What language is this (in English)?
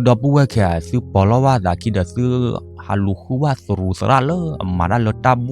S'gaw Karen